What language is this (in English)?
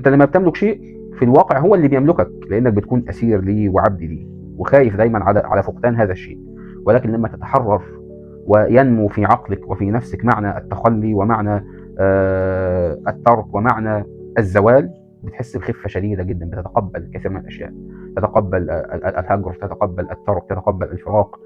Egyptian Arabic